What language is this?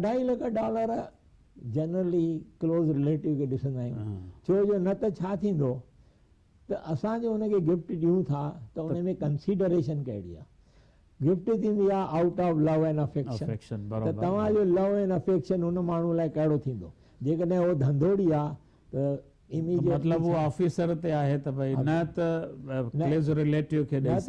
Sindhi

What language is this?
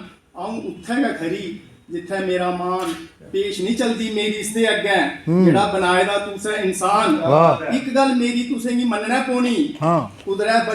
Dogri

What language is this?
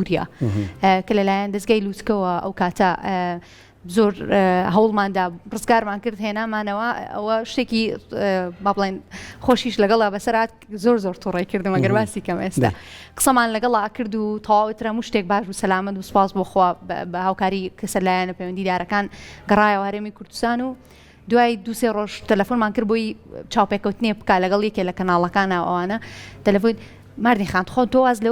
Central Kurdish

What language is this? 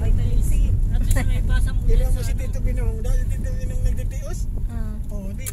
Bikol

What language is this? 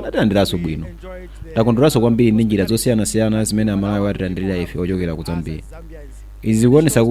Nyanja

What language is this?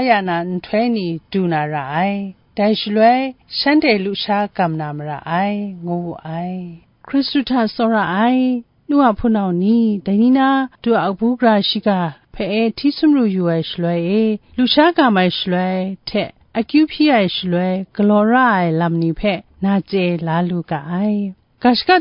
Kachin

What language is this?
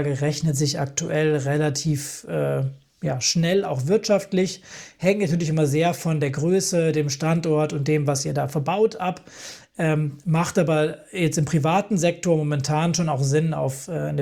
German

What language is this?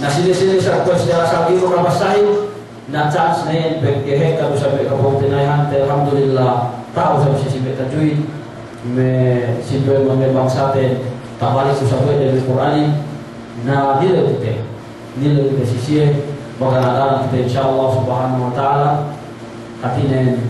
Yakan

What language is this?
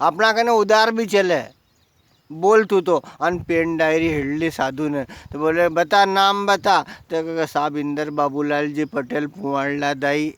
Rajasthani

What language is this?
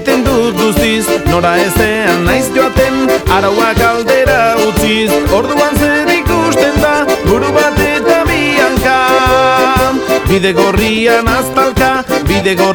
Basque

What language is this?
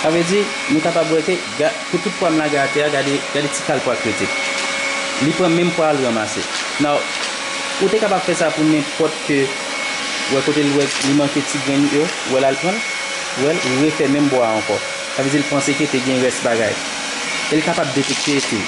Haitian Creole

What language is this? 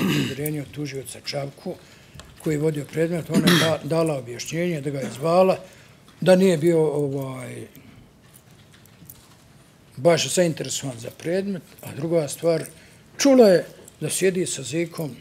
Bosnian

